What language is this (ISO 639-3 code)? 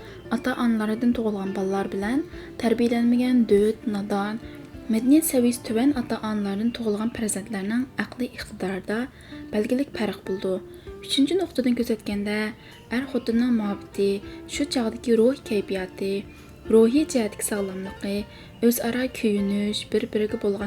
uig